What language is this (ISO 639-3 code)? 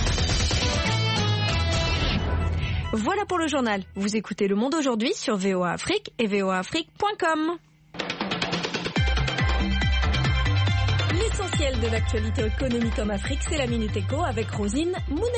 fra